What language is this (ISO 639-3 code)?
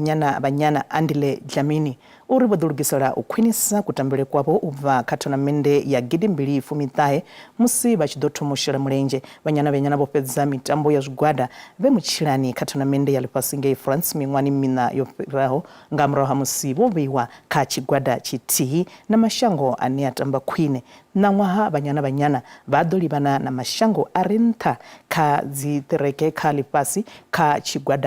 ven